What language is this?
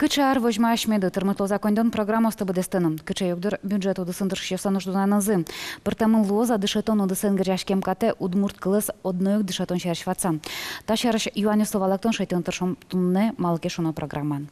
Udmurt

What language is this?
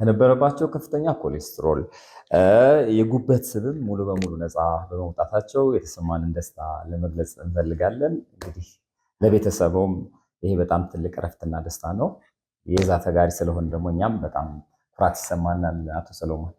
Amharic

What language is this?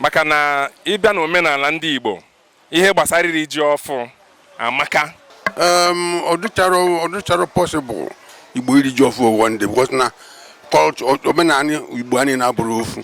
Igbo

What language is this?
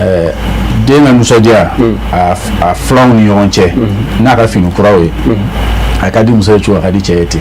Bambara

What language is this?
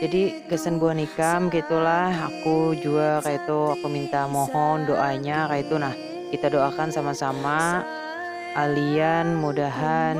Banjar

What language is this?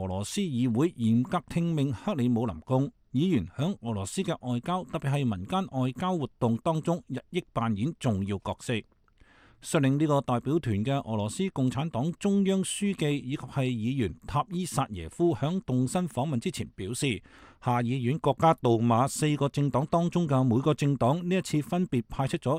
Cantonese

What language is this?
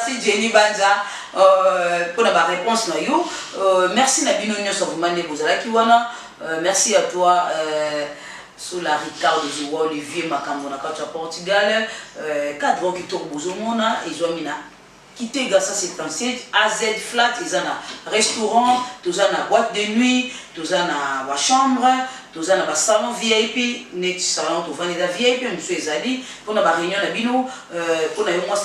Lingala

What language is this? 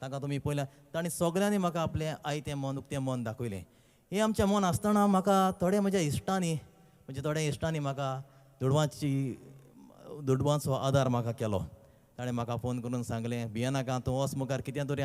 Konkani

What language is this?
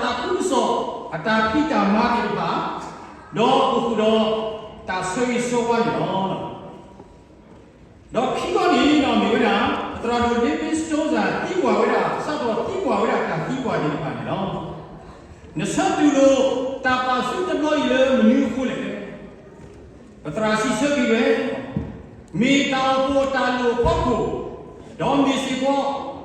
S'gaw Karen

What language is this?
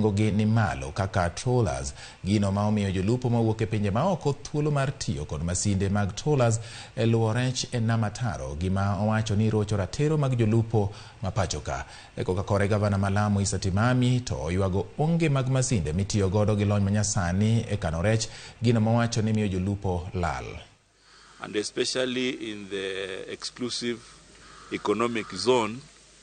Luo (Kenya and Tanzania)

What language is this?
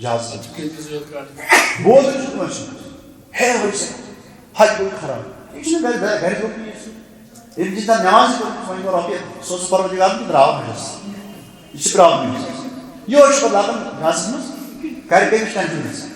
Kashmiri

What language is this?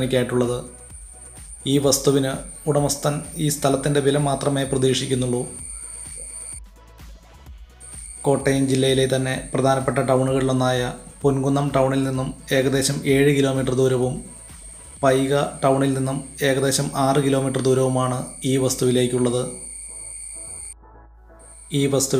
Malayalam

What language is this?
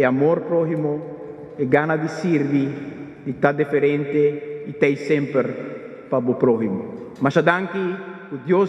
Papiamento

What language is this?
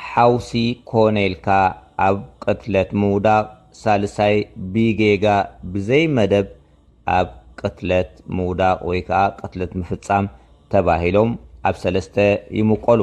Tigrinya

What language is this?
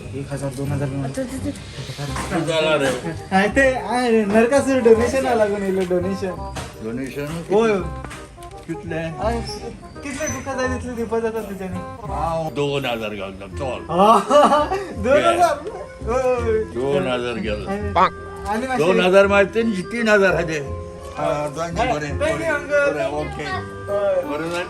Konkani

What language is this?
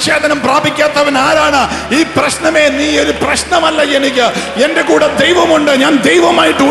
Malayalam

